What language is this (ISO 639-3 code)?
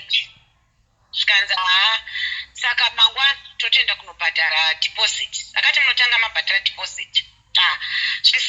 sna